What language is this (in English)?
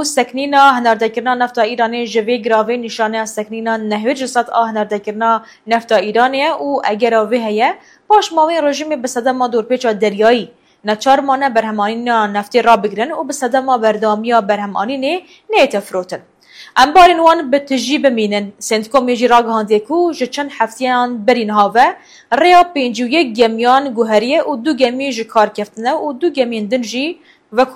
Kurdish